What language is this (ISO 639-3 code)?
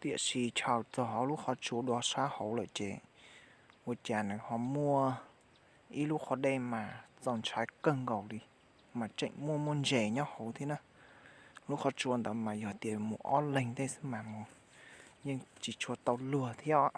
hmn